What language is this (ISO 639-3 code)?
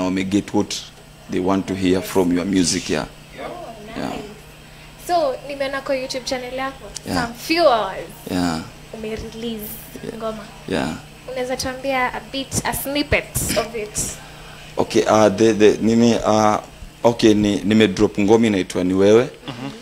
swa